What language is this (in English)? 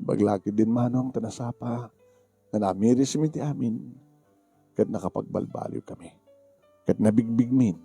Iloko